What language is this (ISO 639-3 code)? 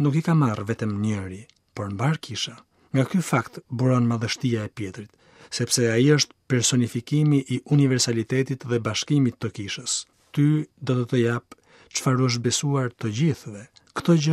sqi